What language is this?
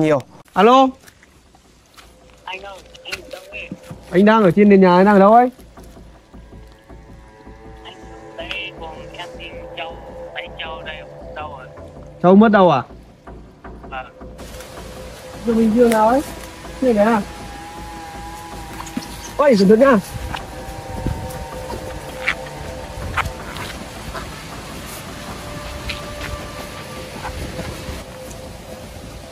Vietnamese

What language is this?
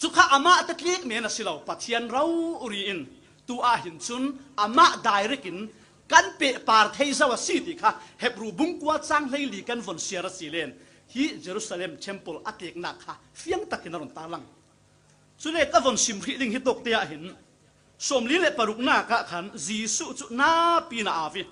Falam Chin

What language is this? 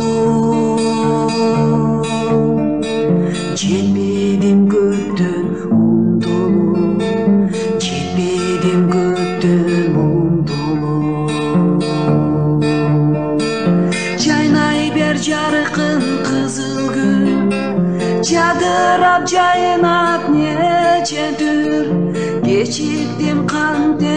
Kyrgyz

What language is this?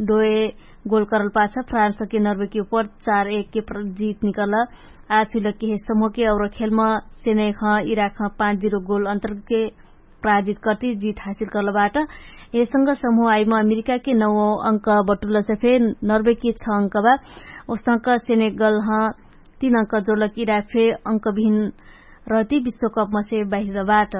Dangaura Tharu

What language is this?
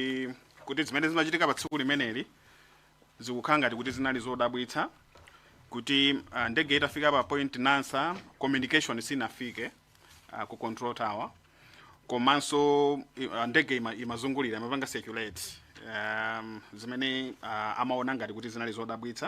Nyanja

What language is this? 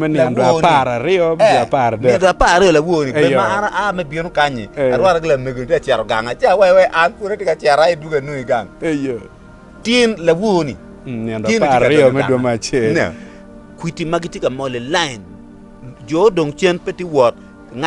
Acoli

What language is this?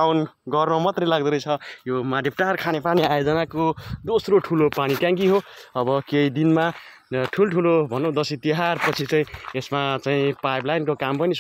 Nepali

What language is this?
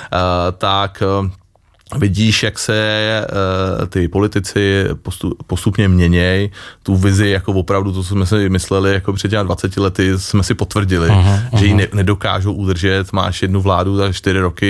Czech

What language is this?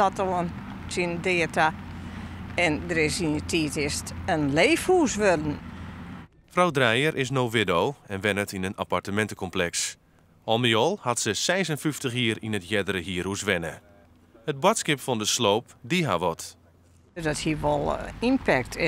Western Frisian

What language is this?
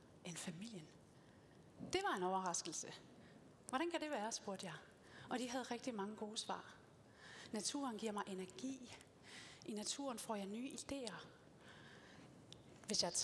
Danish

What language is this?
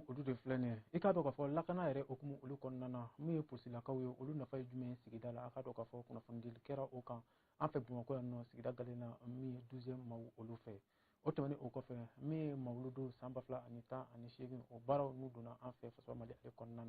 Bambara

